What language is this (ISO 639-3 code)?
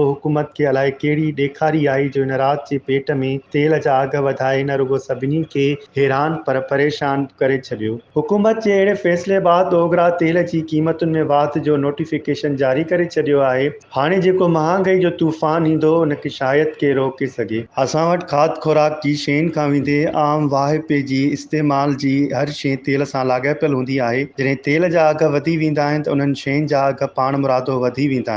snd